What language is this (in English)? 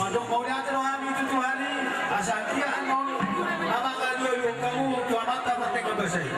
Batak Toba